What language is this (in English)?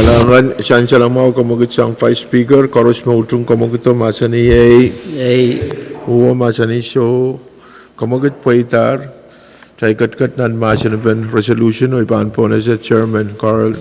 Pohnpeian